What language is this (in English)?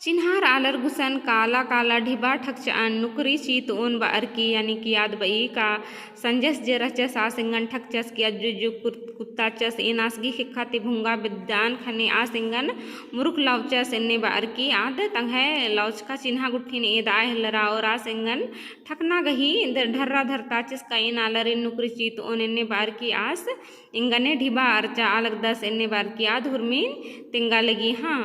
Kurukh